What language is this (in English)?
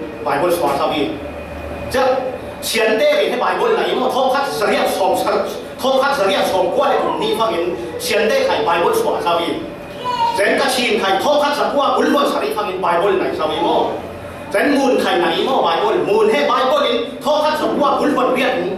Falam Chin